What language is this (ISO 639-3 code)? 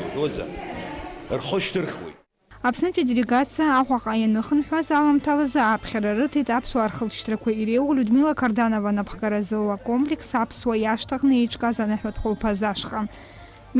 abk